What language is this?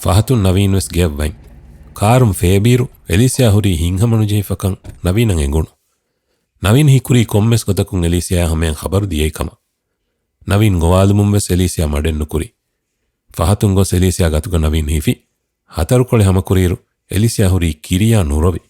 Divehi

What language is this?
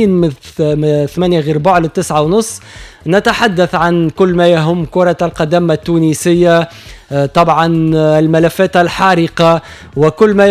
Tunisian Arabic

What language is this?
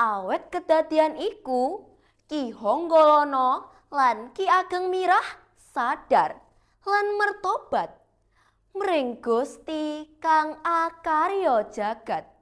Javanese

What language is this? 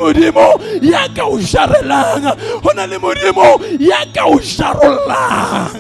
Southern Sotho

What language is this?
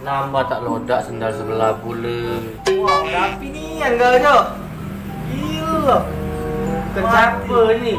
Musi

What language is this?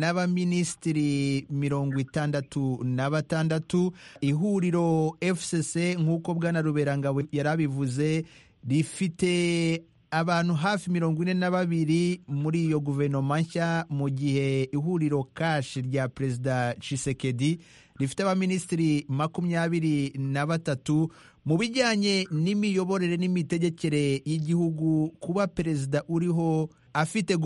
Kinyarwanda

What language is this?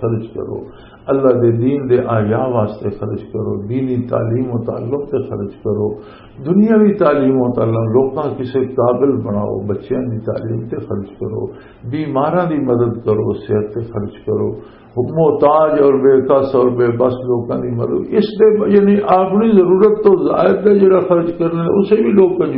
Western Panjabi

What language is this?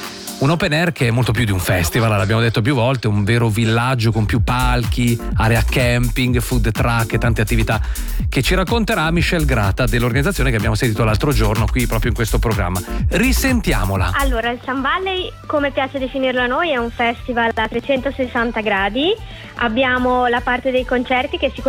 Italian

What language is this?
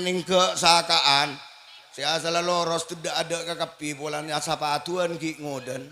Madurese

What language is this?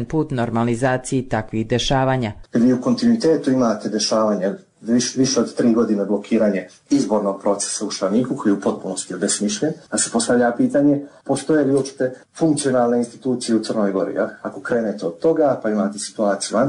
Bosnian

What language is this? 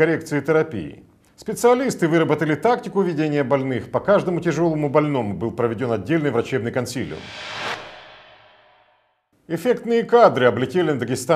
Russian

